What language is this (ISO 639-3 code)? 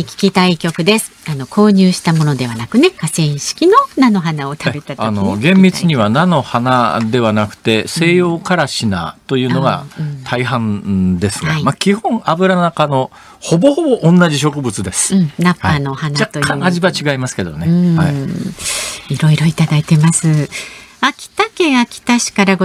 jpn